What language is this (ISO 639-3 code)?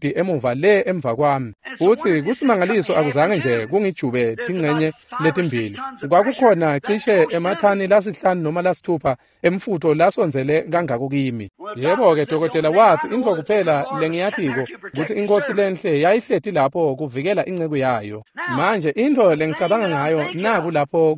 ssw